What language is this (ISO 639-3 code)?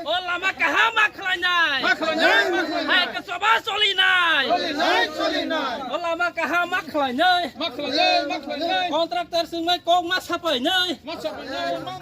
trp